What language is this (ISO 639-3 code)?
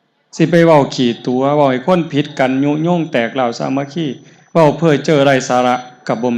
tts